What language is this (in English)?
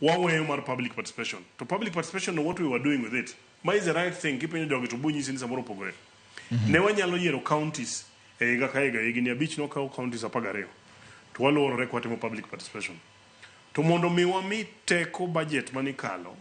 Luo (Kenya and Tanzania)